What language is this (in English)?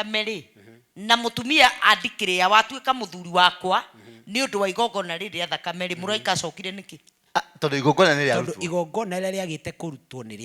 Kikuyu